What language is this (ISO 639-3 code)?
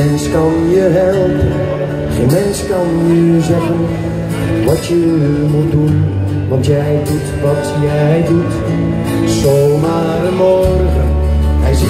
nld